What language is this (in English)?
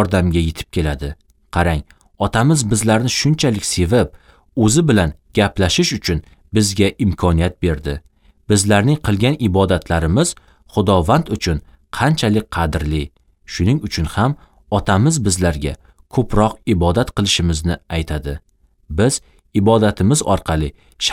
Uzbek